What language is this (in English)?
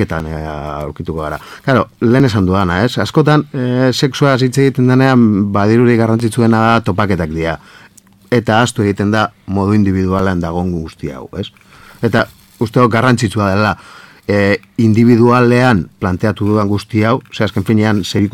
Basque